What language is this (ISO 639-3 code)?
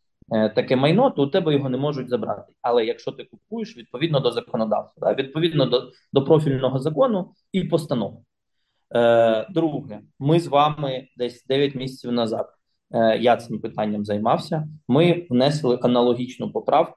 ukr